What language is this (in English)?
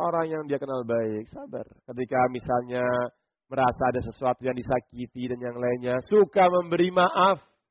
Indonesian